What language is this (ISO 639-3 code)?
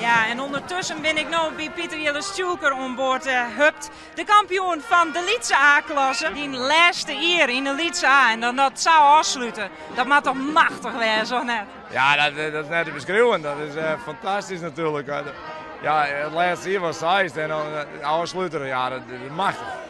fry